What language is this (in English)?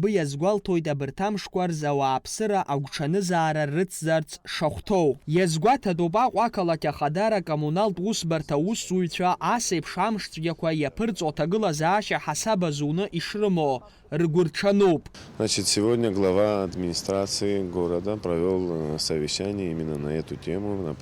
Abkhazian